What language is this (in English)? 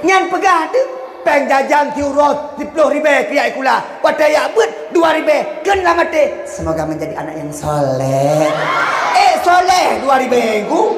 Achinese